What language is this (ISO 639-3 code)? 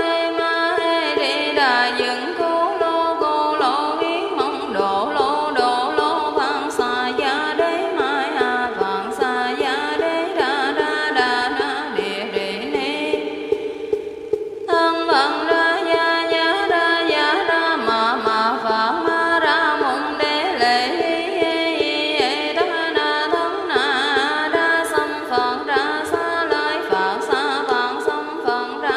vie